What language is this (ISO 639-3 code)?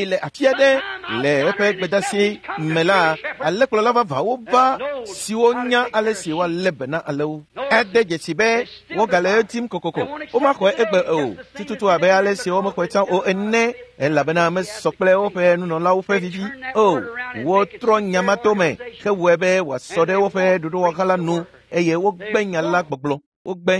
ewe